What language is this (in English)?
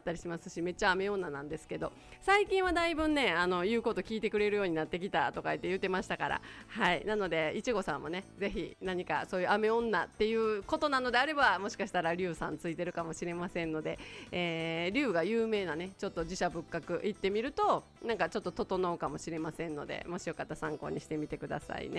Japanese